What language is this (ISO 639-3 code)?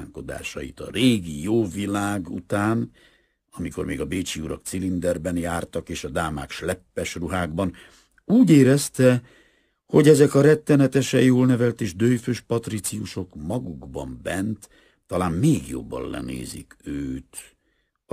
hun